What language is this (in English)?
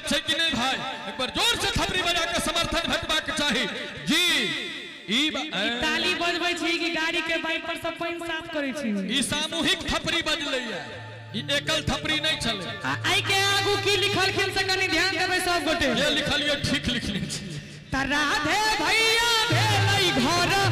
Maithili